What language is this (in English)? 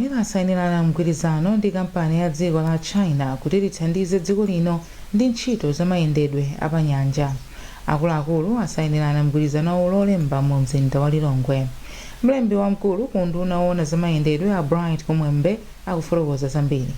Nyanja